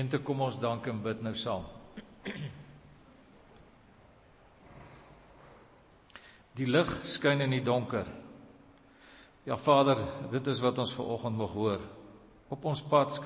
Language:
Afrikaans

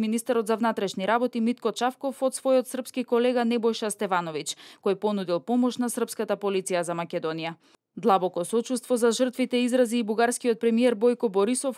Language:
Macedonian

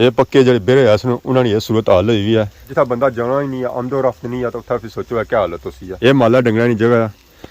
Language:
Pahari-Potwari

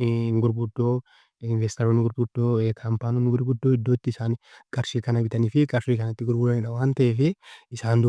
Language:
Oromo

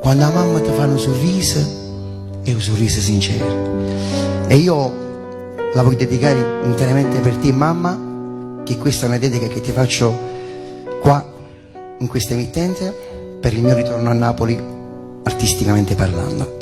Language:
Neapolitan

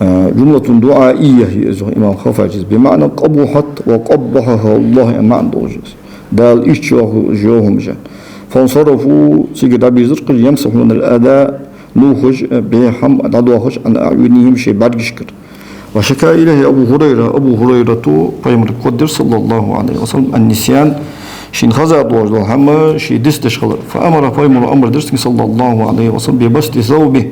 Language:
Ingush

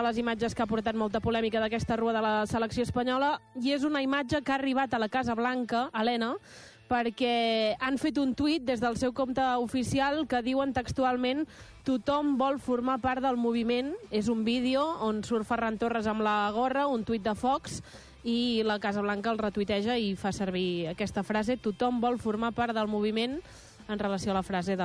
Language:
Catalan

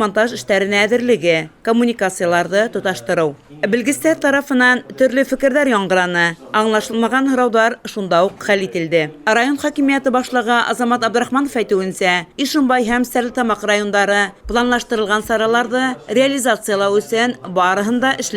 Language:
Bashkir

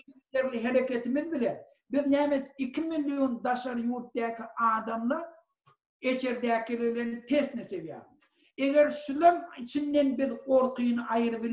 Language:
Turkmen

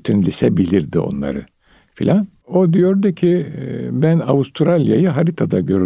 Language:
Turkish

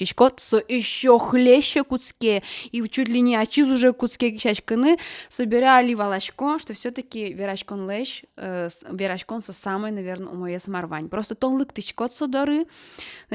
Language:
Udmurt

